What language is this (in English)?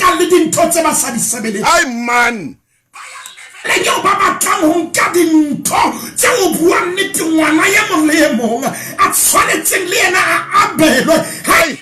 Southern Sotho